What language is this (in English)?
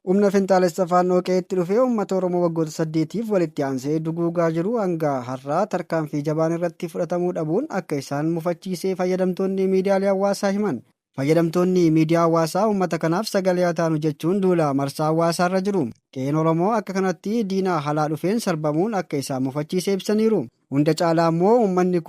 Oromo